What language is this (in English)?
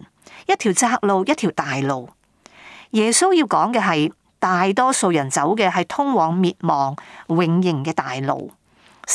Cantonese